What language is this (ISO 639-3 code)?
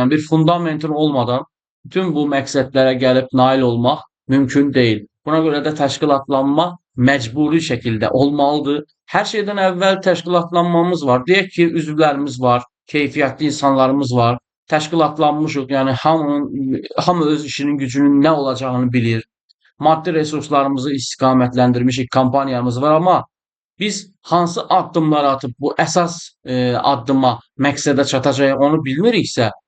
aze